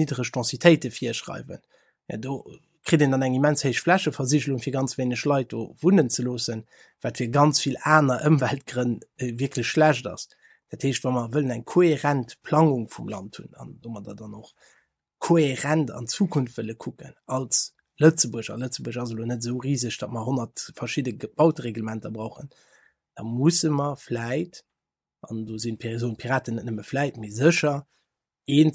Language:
Luxembourgish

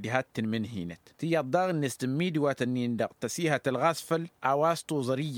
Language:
Tamasheq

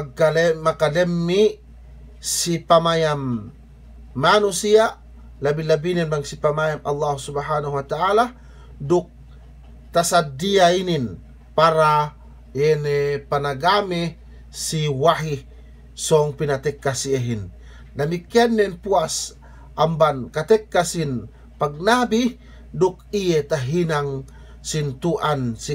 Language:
Yakan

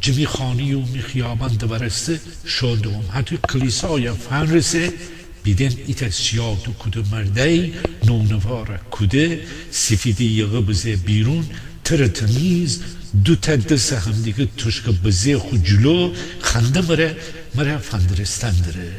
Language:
Gilaki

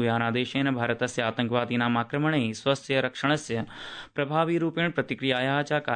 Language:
Sanskrit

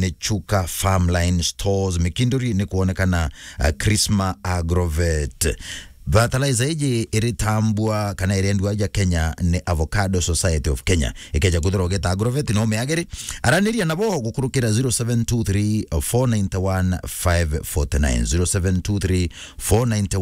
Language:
Meru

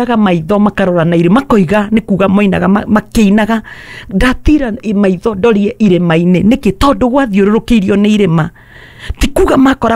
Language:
Kikuyu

